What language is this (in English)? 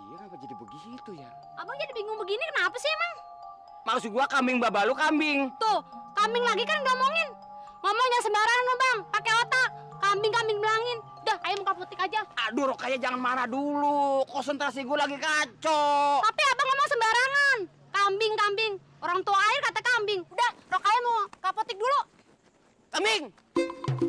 Betawi